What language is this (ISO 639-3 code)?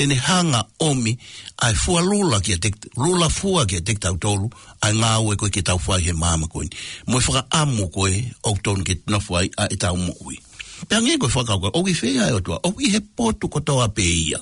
ton